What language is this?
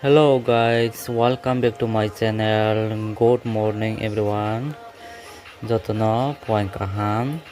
Kok Borok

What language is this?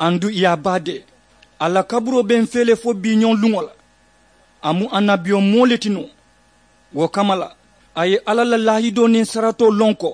Mandingo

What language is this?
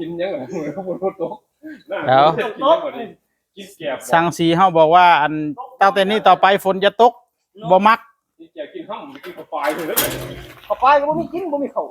Northeastern Thai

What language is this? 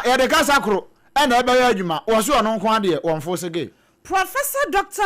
Akan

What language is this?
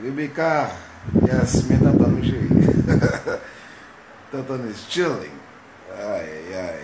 Haitian Creole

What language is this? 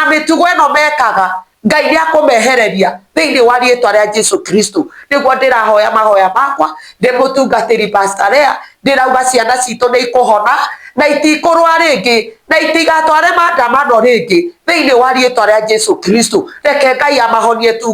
Kikuyu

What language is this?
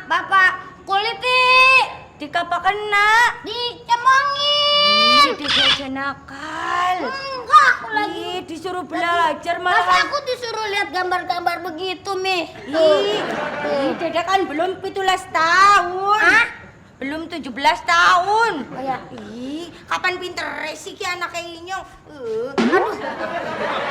Betawi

